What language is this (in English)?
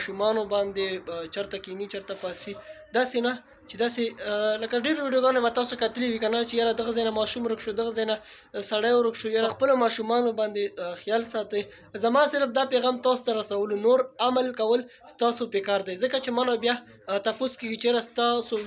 Pashto